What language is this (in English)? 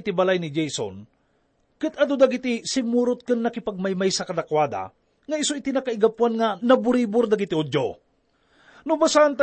Iloko